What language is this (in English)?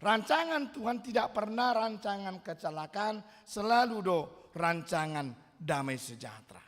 Batak Toba